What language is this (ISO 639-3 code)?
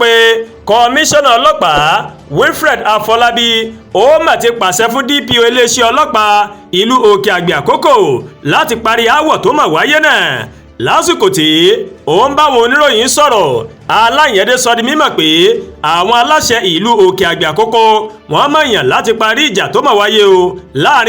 yor